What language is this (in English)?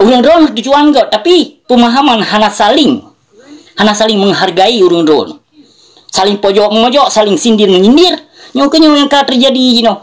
Achinese